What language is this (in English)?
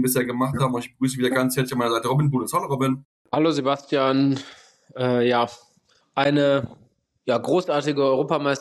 German